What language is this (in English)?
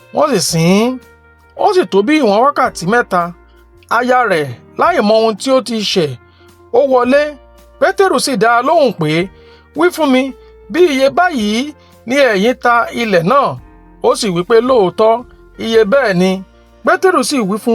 Yoruba